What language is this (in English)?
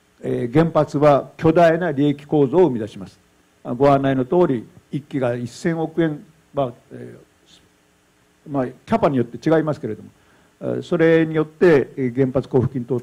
Japanese